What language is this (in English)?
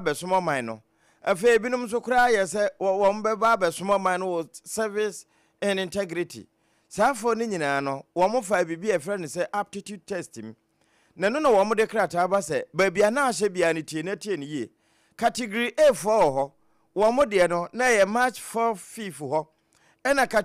Akan